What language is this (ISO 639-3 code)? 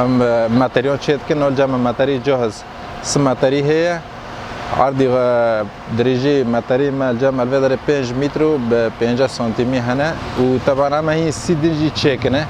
kur